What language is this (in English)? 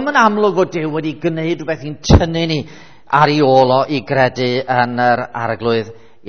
Welsh